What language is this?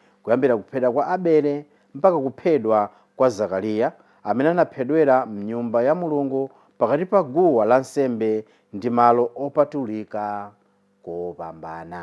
Nyanja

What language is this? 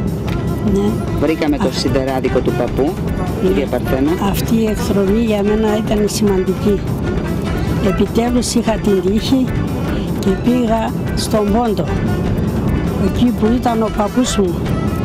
Greek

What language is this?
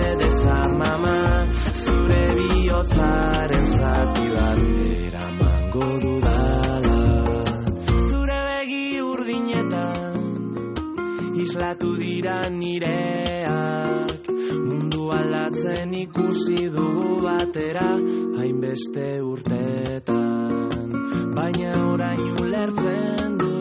Basque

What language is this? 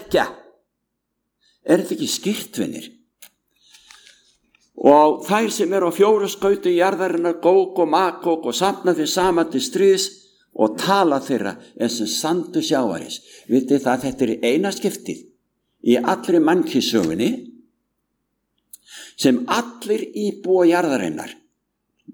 Icelandic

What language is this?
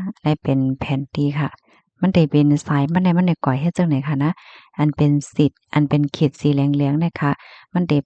Shan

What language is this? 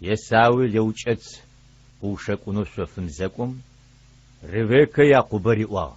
Adyghe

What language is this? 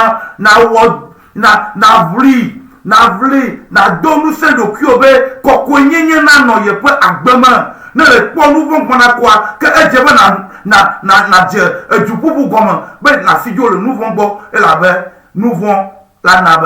Ewe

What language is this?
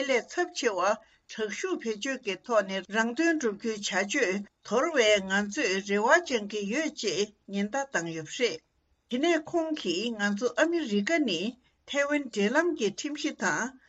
Tibetan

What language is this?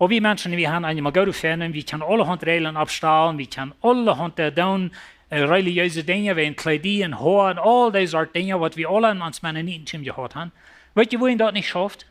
Plautdietsch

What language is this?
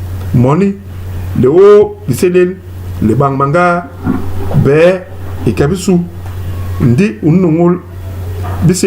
Basaa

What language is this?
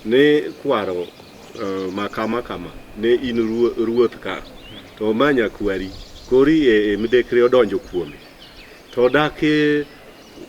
Luo (Kenya and Tanzania)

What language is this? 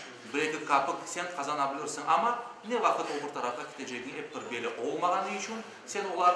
Crimean Tatar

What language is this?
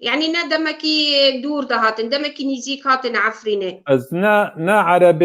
Kurdish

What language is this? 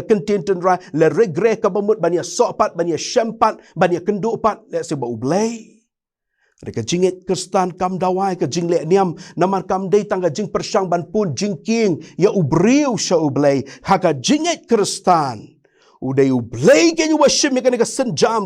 Khasi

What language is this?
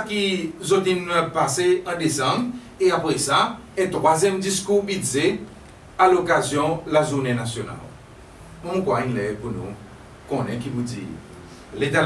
Seselwa Creole French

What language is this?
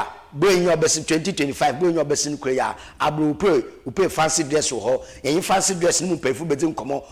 Akan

